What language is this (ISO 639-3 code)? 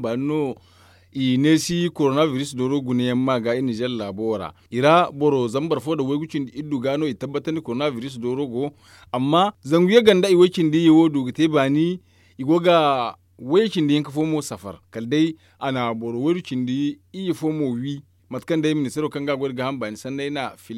dje